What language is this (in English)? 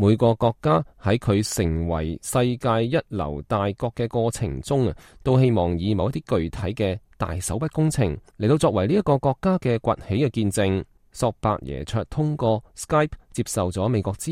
Cantonese